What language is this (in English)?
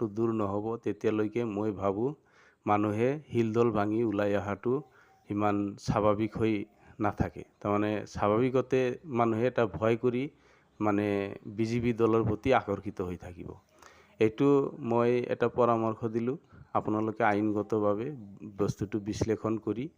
Assamese